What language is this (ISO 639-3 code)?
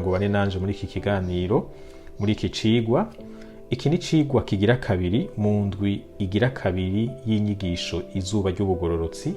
run